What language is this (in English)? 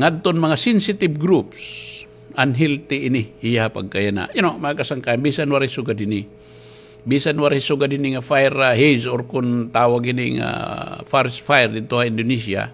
Waray